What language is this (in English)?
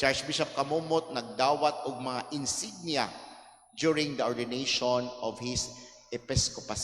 Cebuano